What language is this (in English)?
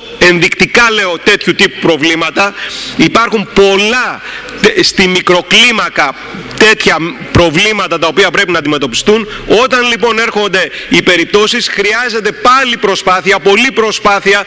Greek